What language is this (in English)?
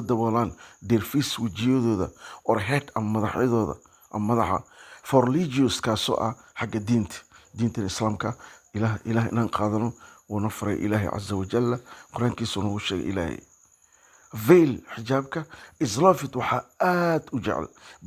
Somali